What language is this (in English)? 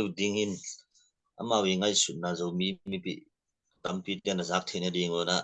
Tedim Chin